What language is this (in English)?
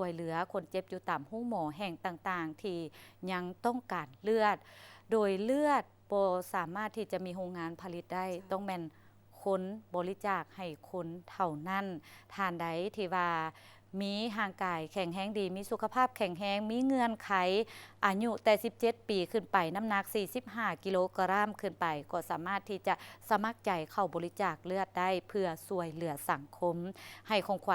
Lao